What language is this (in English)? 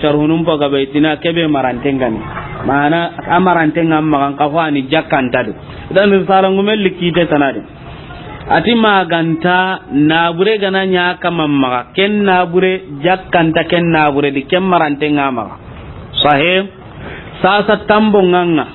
Soninke